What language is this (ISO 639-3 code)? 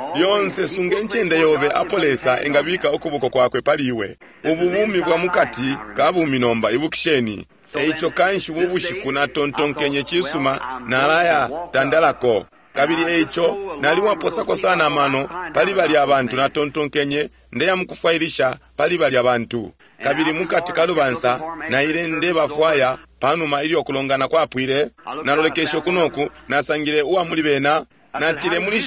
bem